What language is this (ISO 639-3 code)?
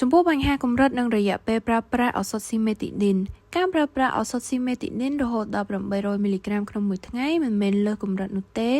khm